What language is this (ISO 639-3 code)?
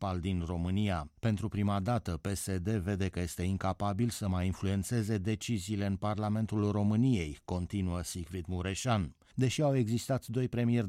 ron